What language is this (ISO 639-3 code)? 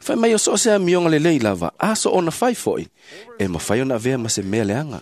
smo